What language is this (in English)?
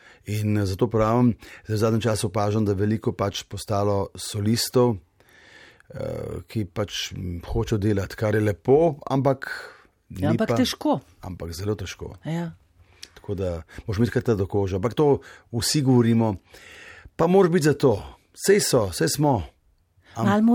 Slovenian